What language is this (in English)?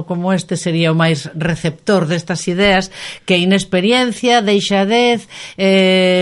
Galician